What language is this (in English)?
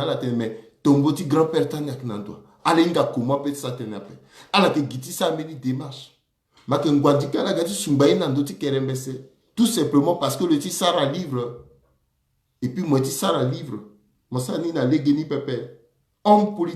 Sango